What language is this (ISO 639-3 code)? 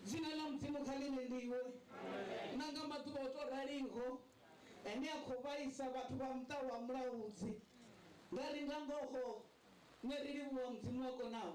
ven